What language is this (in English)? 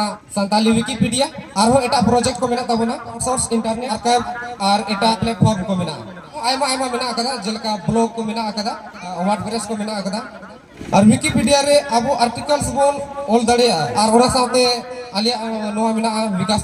Santali